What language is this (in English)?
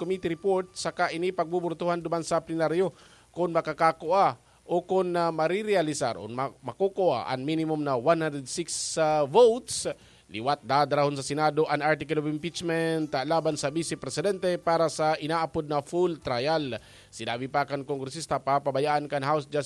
Bikol